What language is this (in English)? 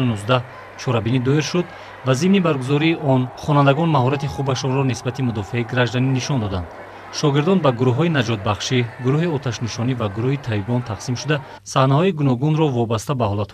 Tajik